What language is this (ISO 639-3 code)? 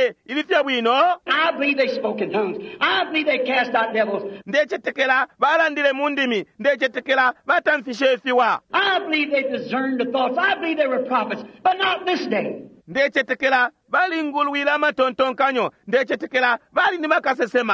bem